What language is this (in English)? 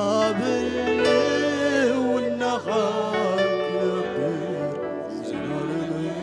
Tigrinya